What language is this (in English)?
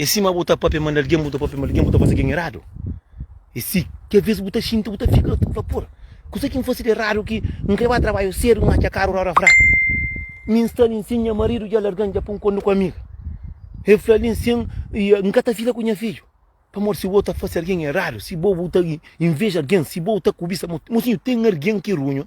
Kabuverdianu